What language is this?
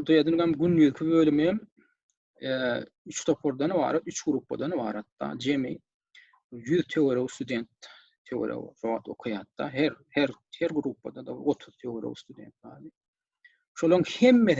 Turkmen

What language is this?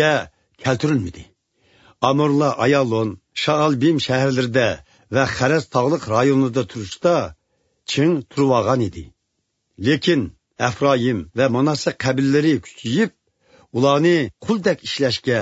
Uyghur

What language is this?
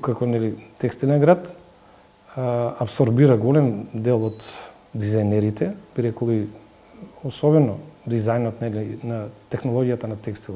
Macedonian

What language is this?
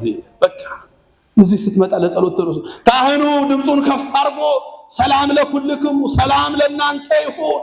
Amharic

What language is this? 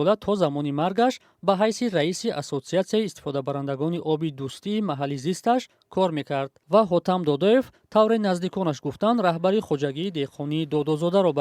Tajik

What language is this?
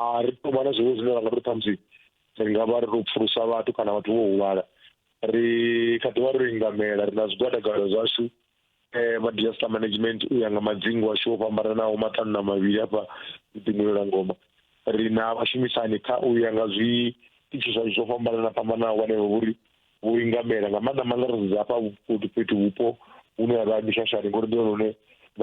Venda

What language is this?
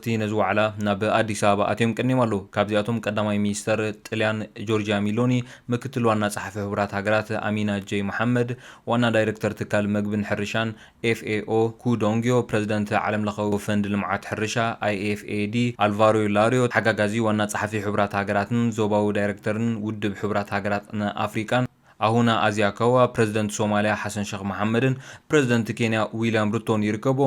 Tigrinya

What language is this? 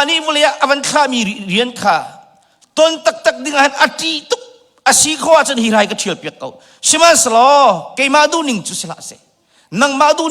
Hakha Chin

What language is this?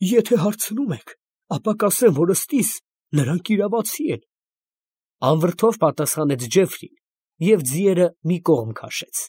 Armenian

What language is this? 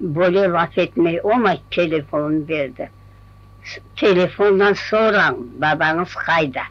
Crimean Tatar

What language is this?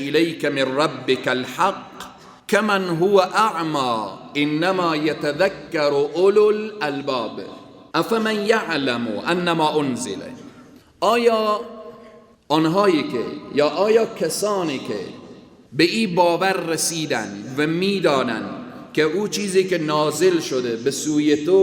Persian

